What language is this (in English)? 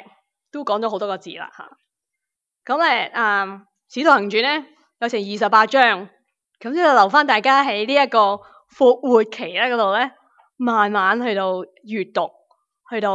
Cantonese